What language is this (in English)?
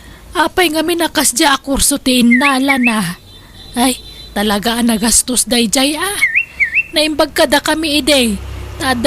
Iloko